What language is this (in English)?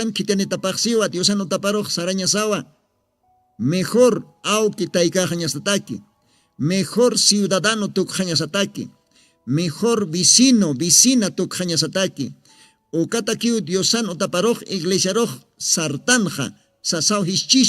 Aymara